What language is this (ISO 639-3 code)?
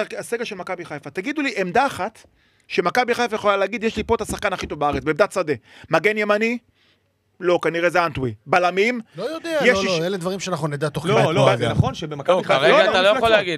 heb